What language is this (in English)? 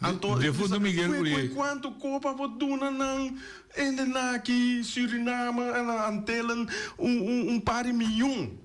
Papiamento